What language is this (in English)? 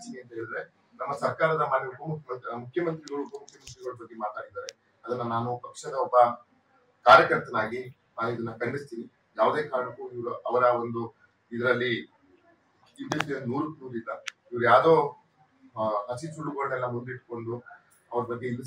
Kannada